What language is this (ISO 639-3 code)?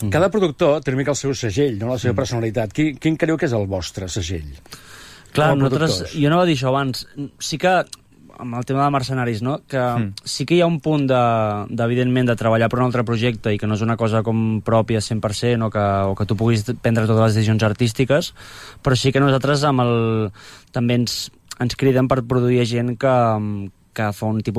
cat